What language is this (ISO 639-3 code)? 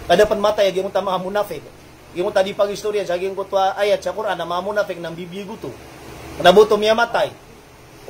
mrw